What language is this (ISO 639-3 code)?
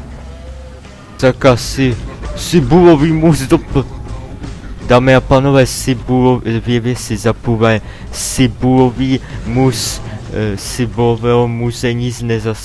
ces